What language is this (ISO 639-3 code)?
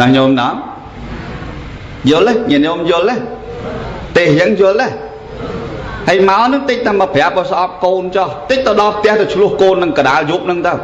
khm